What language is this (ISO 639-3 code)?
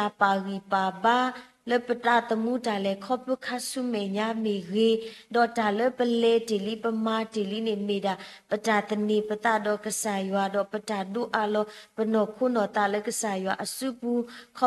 ksw